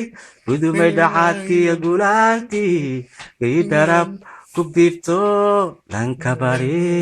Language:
Somali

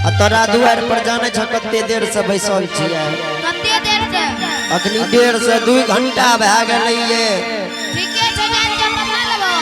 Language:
Angika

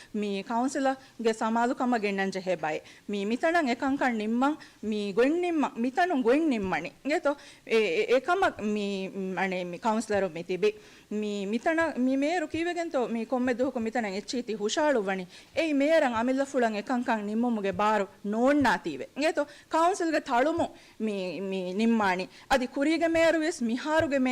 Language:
Divehi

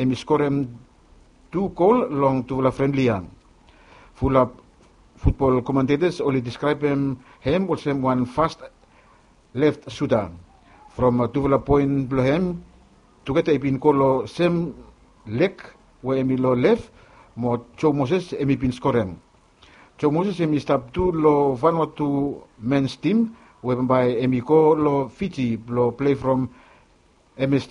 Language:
Bislama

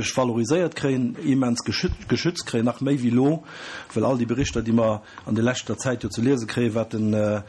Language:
Luxembourgish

